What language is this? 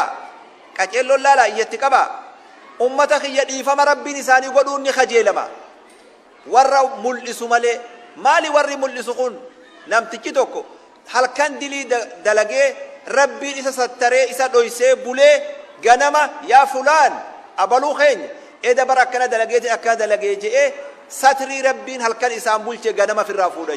Oromo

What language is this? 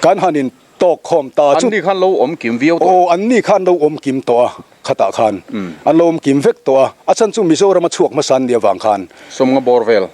Mizo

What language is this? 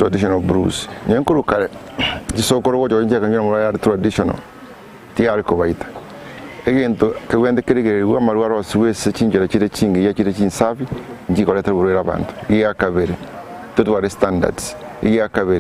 Gusii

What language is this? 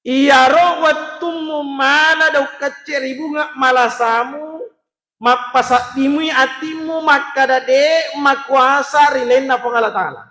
Buginese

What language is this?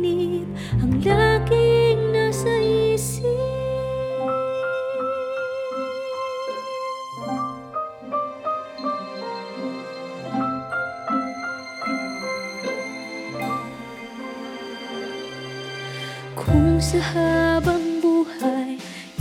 Filipino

